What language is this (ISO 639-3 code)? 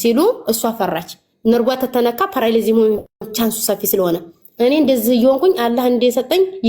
amh